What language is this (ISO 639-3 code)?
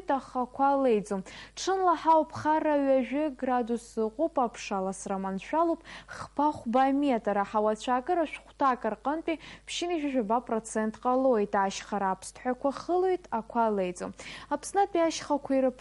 abk